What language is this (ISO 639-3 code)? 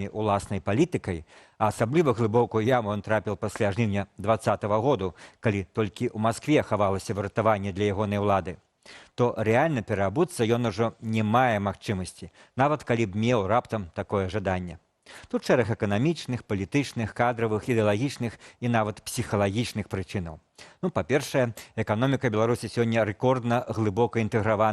bel